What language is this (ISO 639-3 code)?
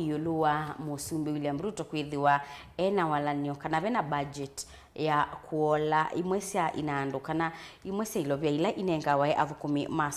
kam